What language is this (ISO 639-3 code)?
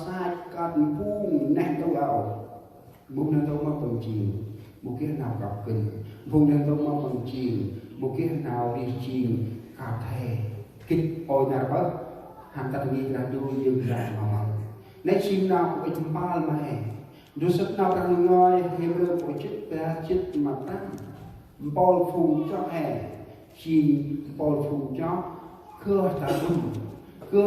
cmo